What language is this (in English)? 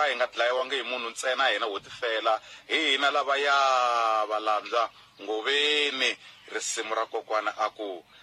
Tsonga